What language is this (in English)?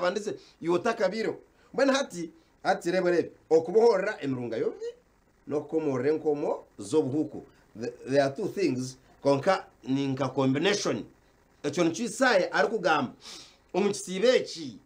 Nyankole